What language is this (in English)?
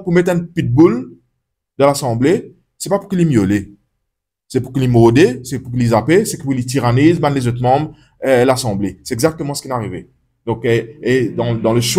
Morisyen